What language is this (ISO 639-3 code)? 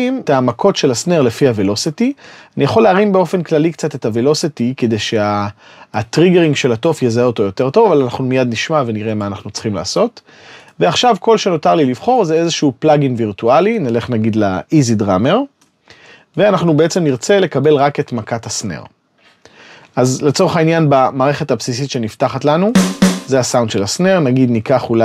heb